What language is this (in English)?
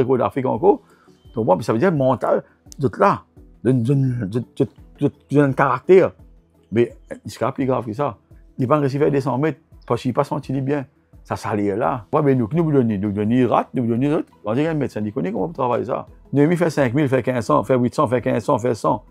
Morisyen